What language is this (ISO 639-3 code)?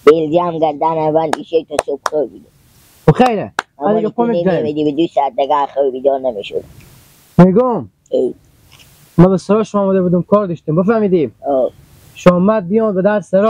fas